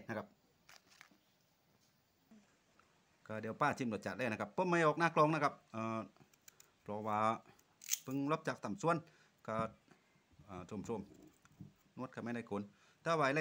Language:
Thai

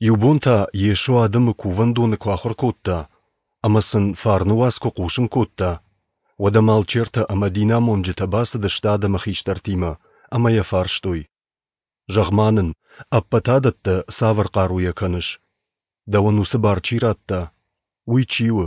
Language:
Ossetic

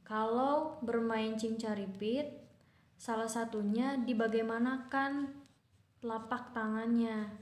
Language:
Sundanese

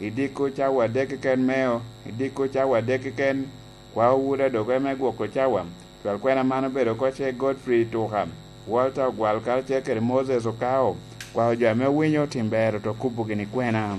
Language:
Lango (Uganda)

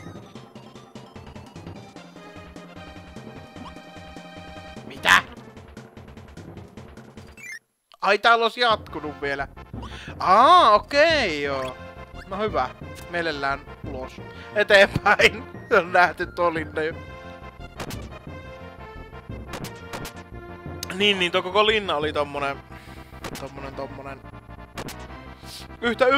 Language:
Finnish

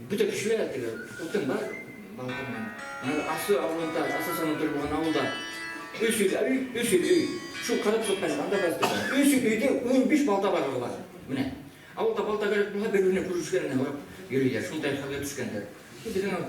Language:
Bashkir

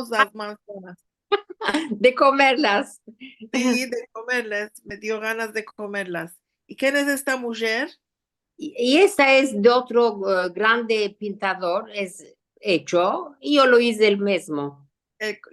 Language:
Ladino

